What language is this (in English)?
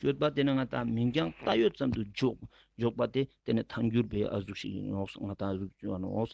Ladakhi